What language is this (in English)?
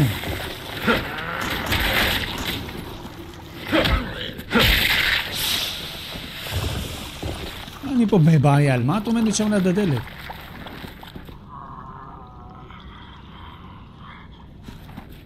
Hebrew